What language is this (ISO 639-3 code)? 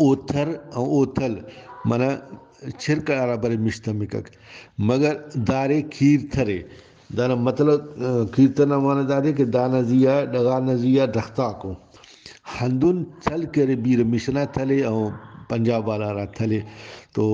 brh